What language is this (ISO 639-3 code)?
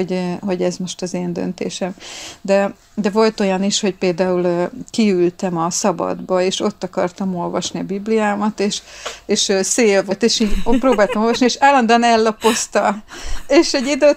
hun